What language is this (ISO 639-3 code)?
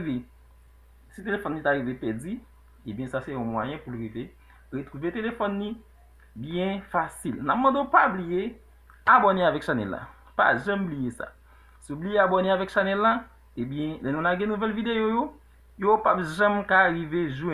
hat